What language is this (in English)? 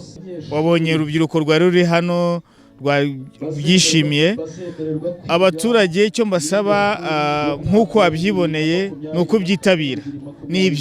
Kinyarwanda